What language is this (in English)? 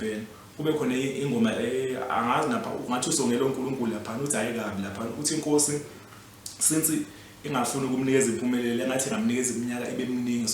Zulu